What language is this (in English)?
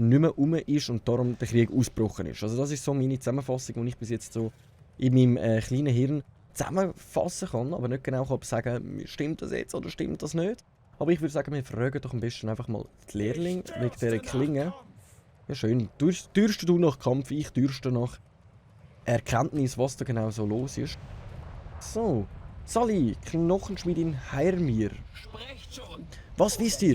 Swiss German